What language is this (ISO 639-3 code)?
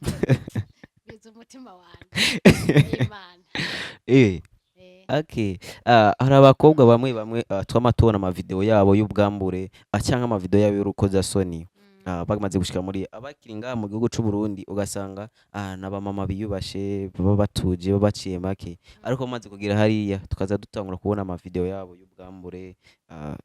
run